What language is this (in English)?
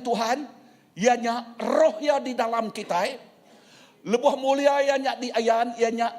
Iban